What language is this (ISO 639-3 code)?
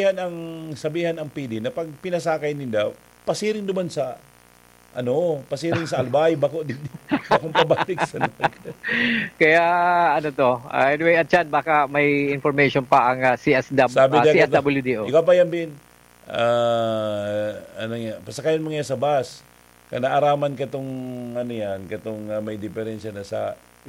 bik